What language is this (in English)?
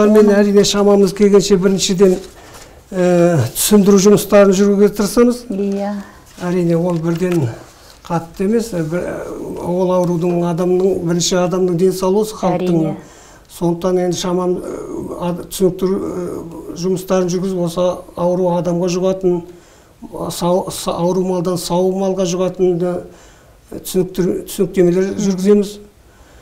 Kazakh